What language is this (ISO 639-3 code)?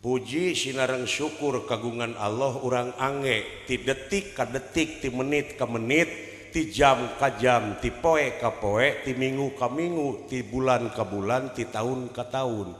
sun